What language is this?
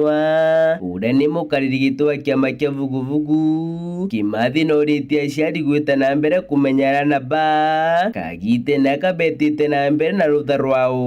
Meru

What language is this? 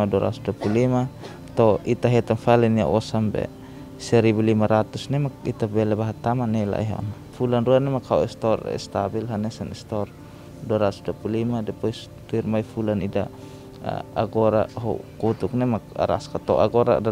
Tetum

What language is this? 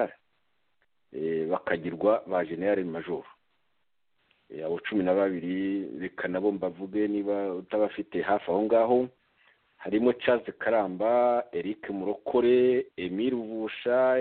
Kinyarwanda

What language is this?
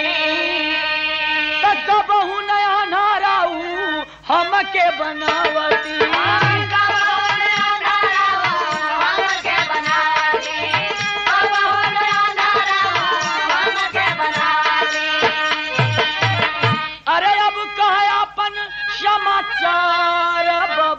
Bhojpuri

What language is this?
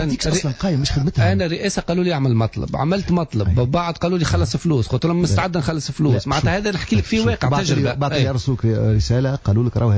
Tunisian Arabic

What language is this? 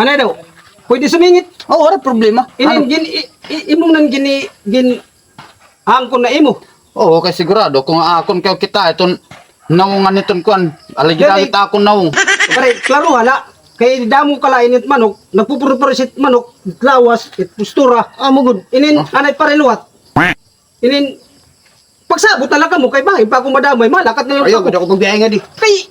Waray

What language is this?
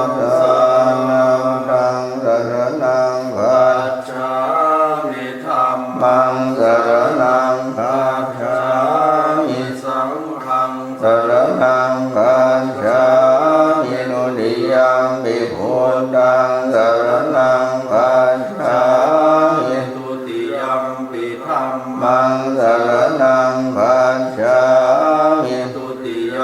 Pali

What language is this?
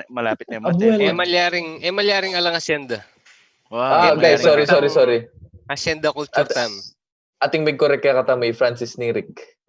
Pampanga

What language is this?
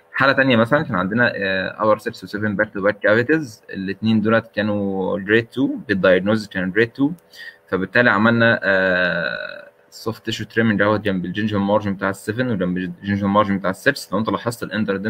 Egyptian Arabic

